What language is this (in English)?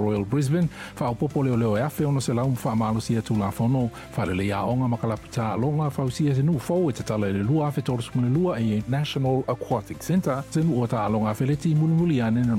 Samoan